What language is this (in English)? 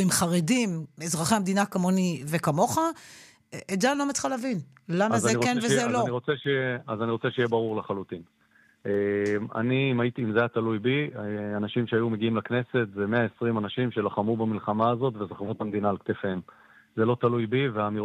Hebrew